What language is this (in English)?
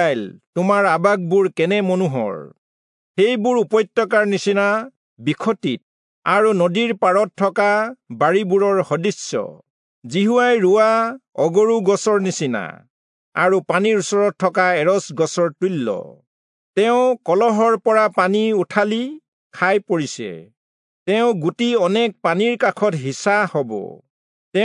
Assamese